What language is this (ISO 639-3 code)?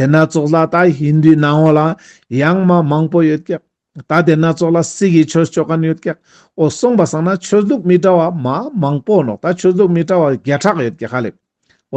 lbj